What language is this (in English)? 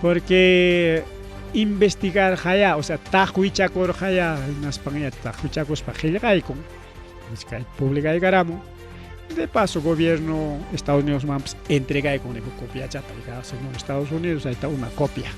Ayacucho Quechua